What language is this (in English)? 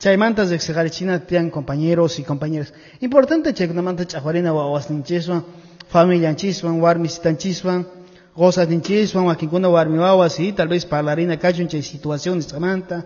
Quechua